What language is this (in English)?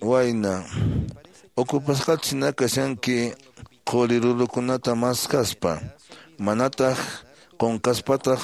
Quechua